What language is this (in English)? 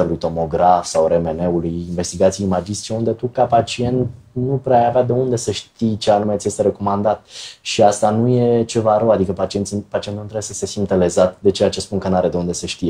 Romanian